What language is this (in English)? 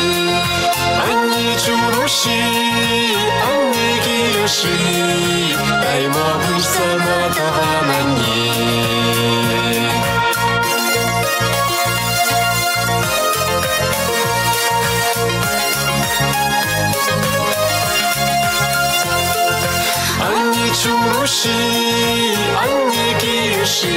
Chuvash